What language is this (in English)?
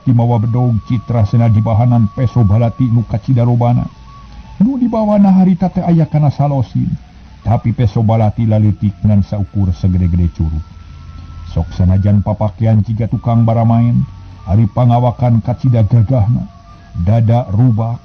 Sundanese